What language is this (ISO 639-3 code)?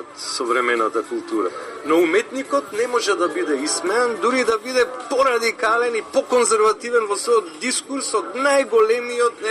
mkd